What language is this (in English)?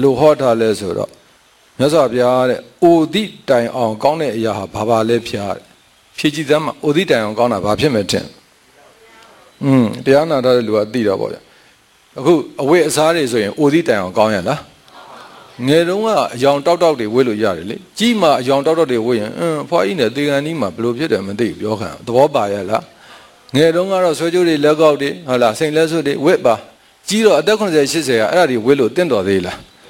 Burmese